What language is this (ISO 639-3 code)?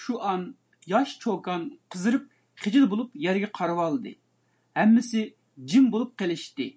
uig